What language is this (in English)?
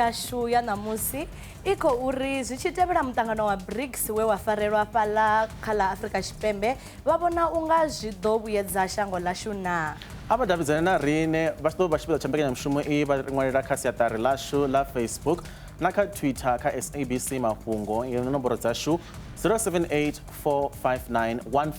Venda